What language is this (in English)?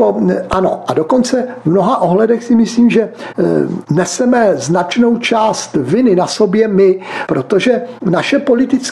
Czech